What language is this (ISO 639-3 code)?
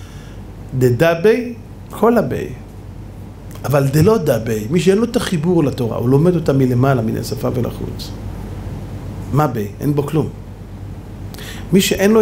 heb